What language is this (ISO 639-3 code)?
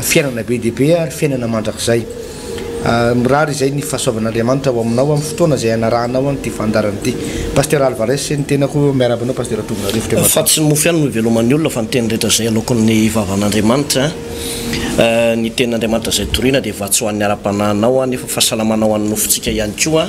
mlg